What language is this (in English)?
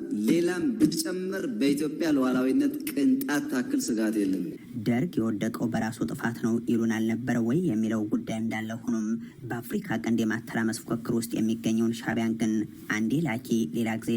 Amharic